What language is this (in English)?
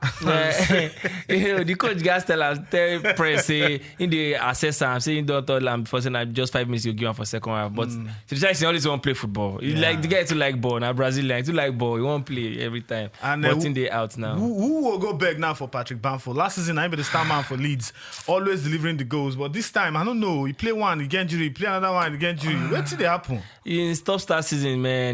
Nigerian Pidgin